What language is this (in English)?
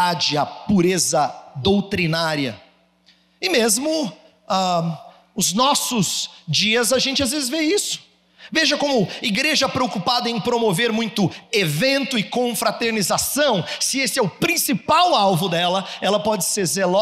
Portuguese